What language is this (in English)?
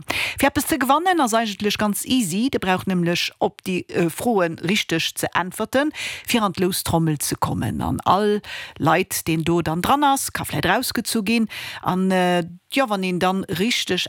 Luxembourgish